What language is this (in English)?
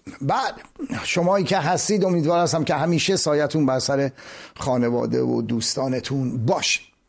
Persian